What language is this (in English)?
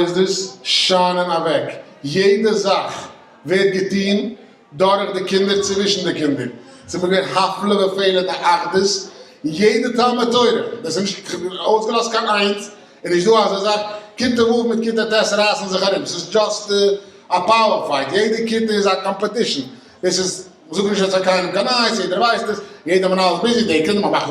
Yiddish